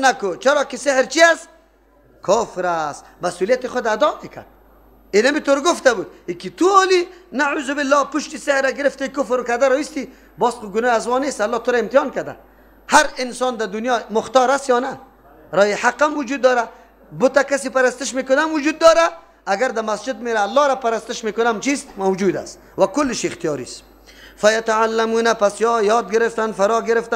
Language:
Persian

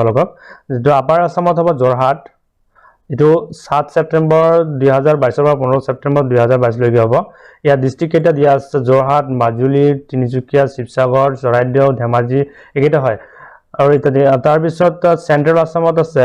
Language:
Assamese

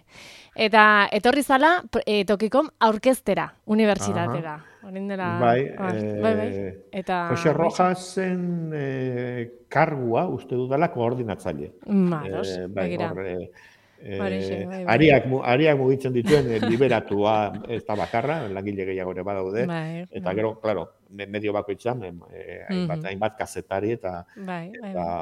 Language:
Basque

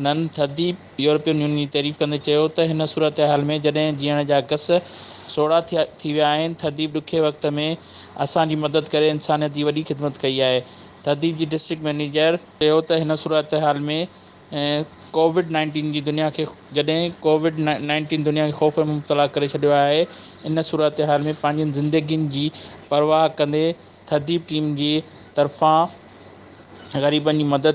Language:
Sindhi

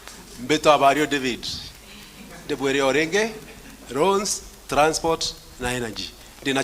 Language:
Meru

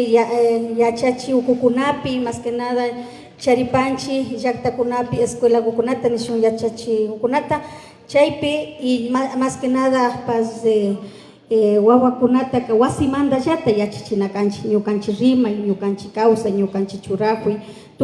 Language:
Imbabura Highland Quichua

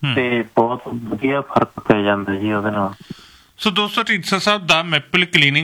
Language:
Punjabi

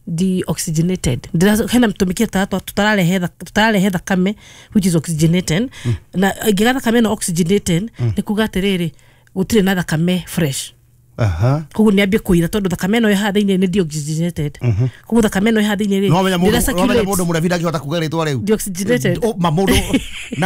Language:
Kikuyu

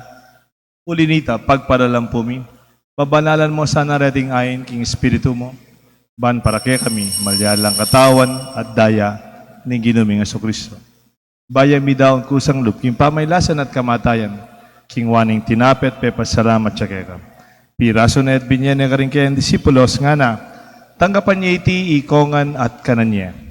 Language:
Pampanga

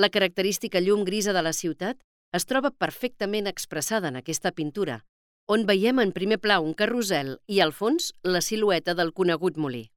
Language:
Catalan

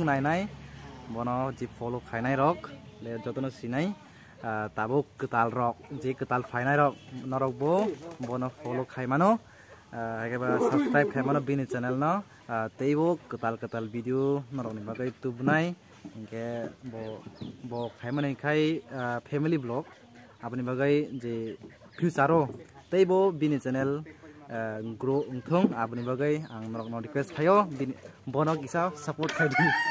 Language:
Kok Borok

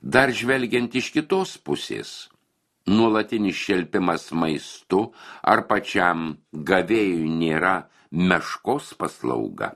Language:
Lithuanian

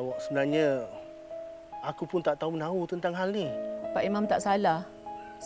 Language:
Malay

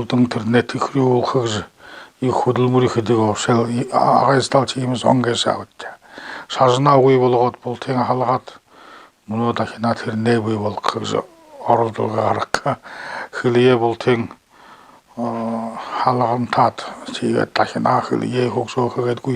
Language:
Buriat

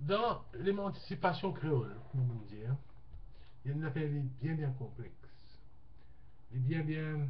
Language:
Morisyen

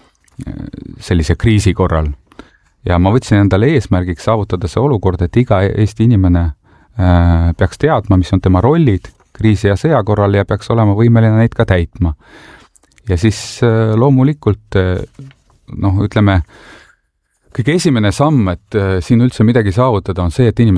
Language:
Estonian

